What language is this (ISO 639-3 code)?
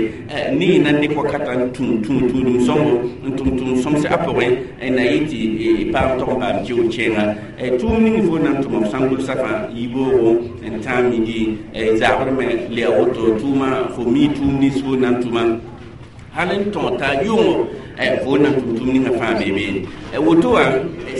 mos